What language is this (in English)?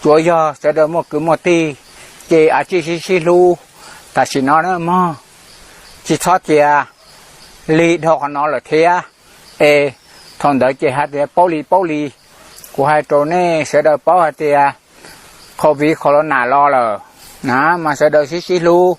Hmong